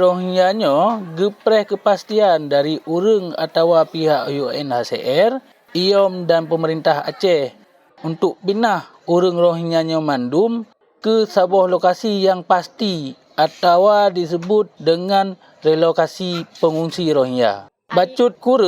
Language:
Achinese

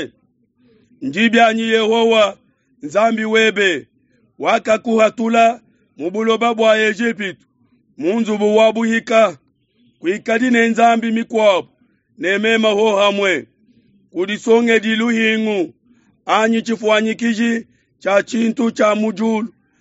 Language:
Luba-Lulua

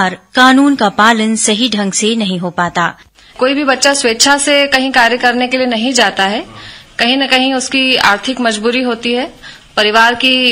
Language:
Hindi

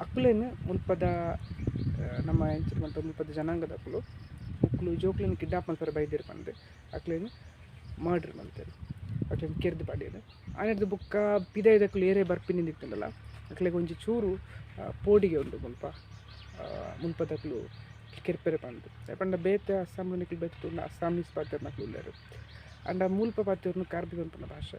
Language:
Tulu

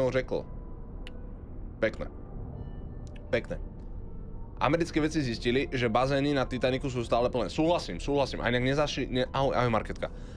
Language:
Slovak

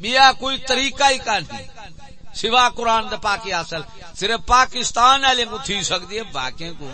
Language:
Saraiki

